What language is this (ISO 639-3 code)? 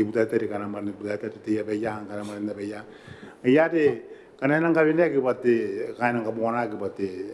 gil